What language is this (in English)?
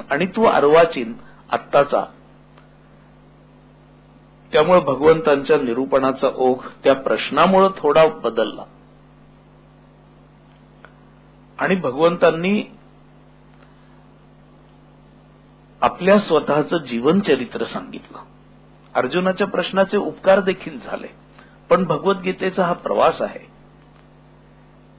Marathi